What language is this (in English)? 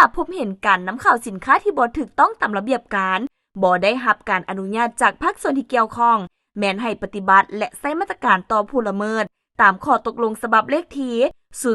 Lao